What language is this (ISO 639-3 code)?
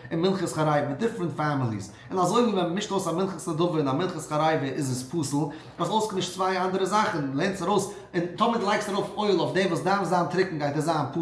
yid